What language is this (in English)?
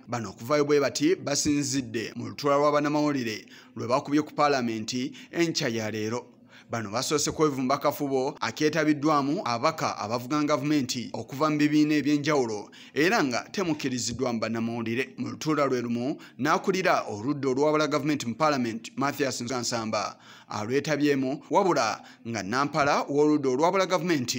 Ganda